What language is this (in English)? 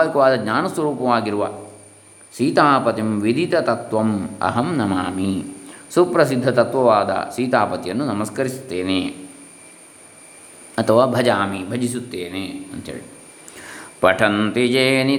Kannada